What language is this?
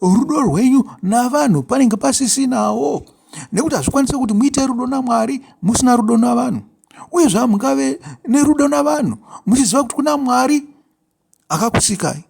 Shona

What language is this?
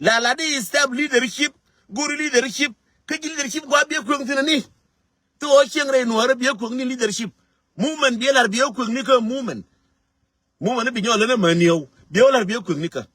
Nuer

